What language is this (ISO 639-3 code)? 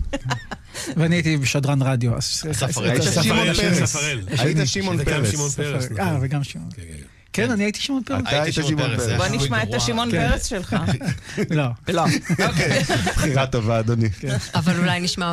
heb